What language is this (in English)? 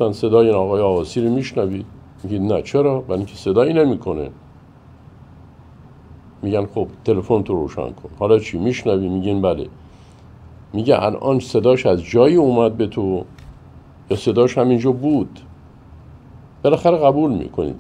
Persian